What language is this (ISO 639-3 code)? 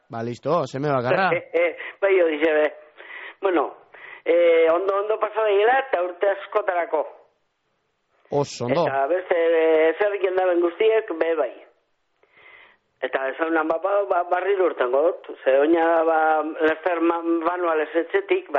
eus